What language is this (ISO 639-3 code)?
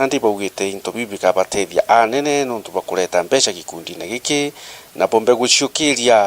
mer